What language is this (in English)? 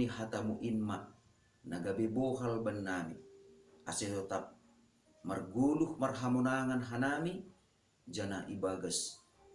Batak Simalungun